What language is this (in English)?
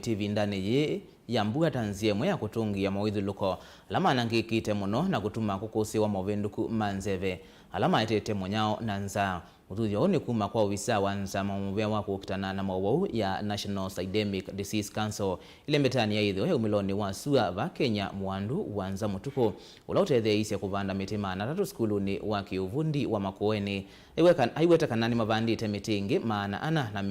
Kamba